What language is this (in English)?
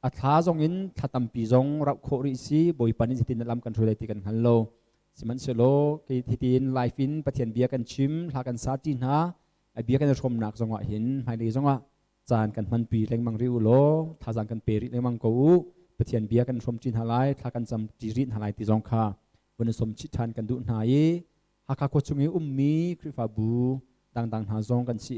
Hakha Chin